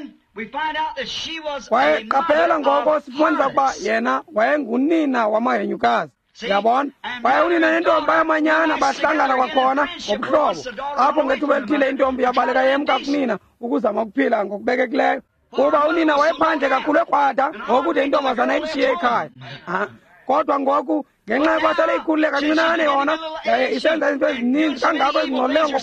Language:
Xhosa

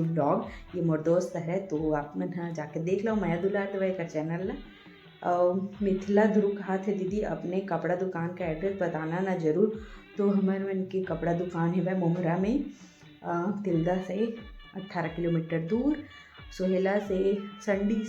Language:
Chhattisgarhi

